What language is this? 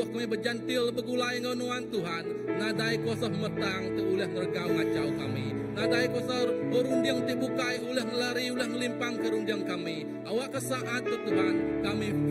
Iban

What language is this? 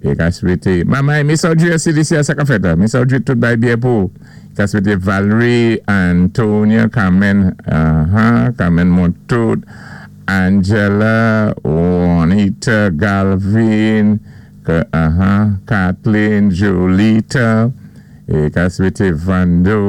Saint Lucian Creole French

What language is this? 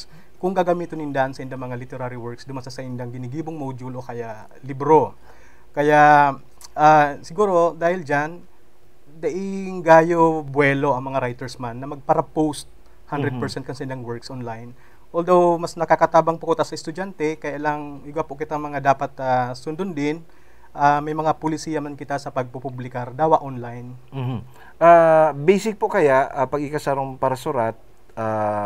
Bikol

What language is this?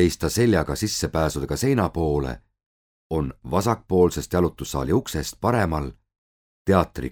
Estonian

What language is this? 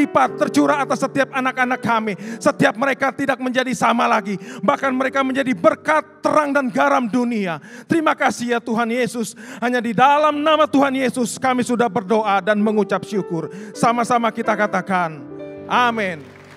Indonesian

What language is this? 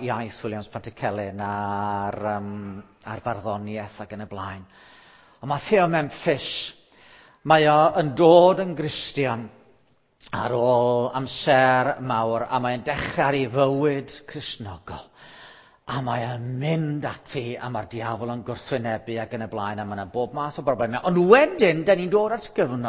Welsh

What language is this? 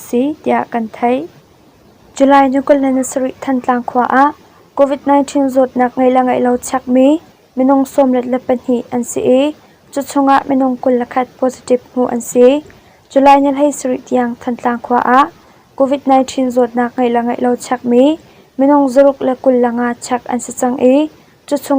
Hakha Chin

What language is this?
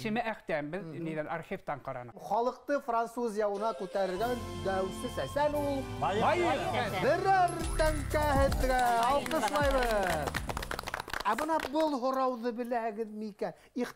Bashkir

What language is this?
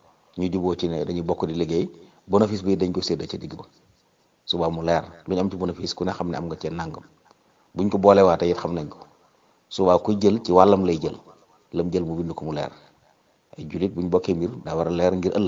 Wolof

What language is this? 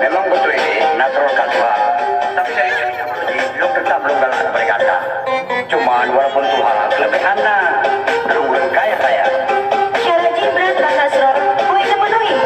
Achinese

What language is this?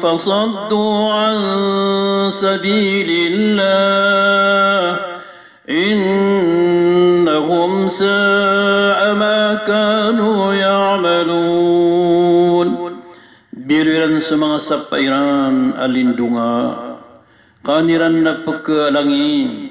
Maranao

